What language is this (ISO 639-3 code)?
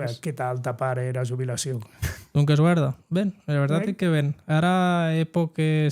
oci